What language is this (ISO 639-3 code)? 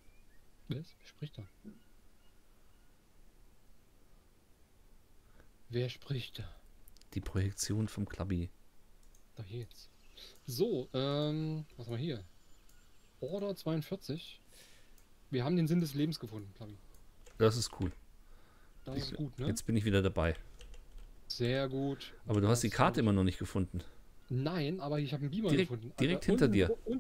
deu